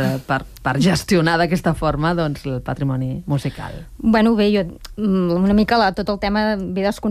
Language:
Catalan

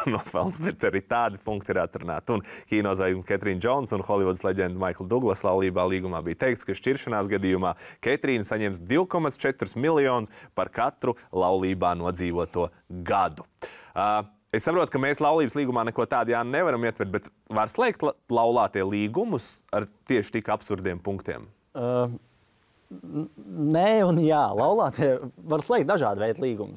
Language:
Latvian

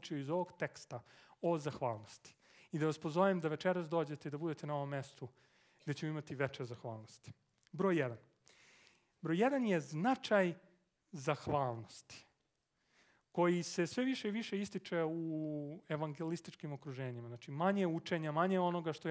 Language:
Serbian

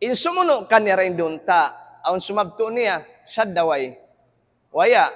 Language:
Tausug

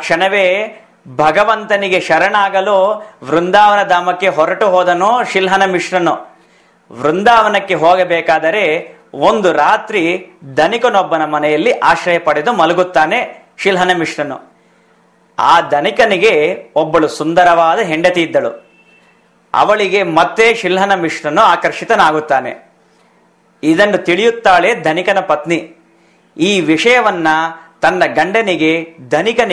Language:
Kannada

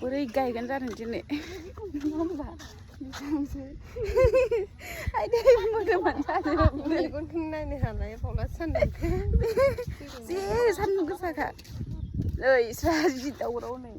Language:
Bodo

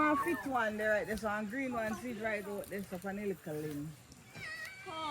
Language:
Jamaican Creole English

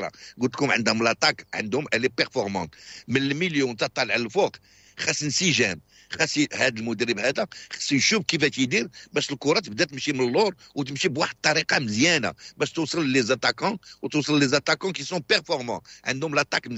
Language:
Moroccan Arabic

